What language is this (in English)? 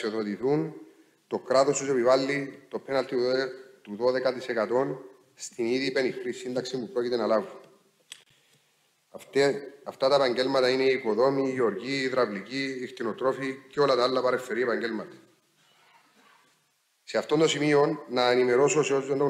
Greek